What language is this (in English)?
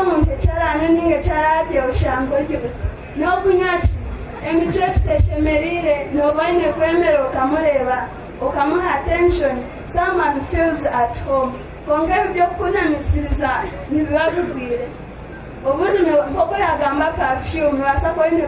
Nyankole